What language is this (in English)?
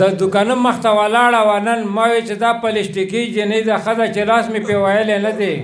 Pashto